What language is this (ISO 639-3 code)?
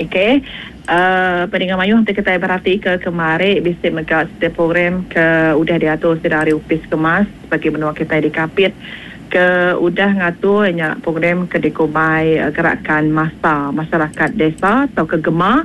iba